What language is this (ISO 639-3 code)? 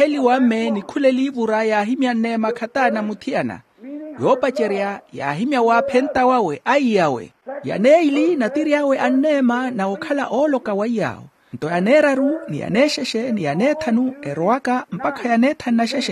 vmw